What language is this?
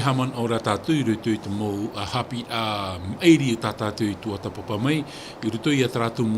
Tahitian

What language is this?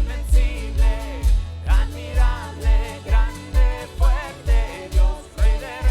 Plautdietsch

